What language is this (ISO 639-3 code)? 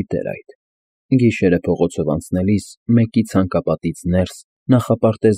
hye